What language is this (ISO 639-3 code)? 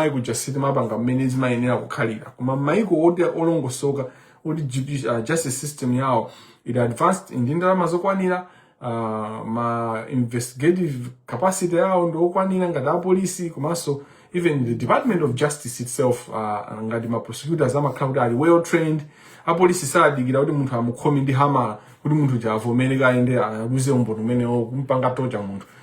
nya